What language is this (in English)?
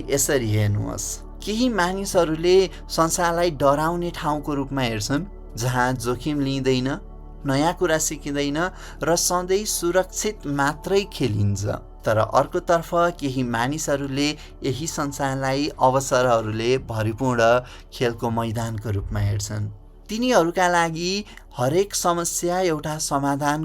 Nepali